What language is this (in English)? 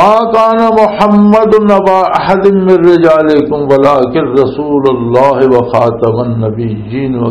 Western Panjabi